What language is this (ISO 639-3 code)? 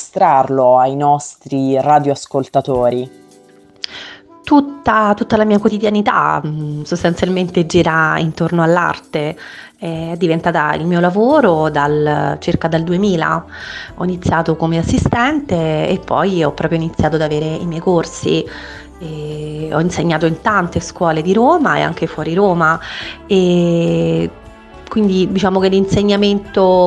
ita